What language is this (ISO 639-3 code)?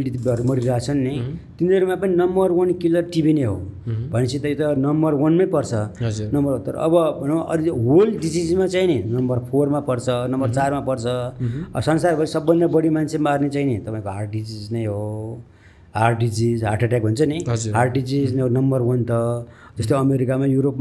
nep